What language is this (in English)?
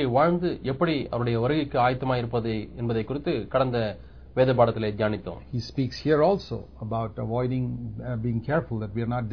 Tamil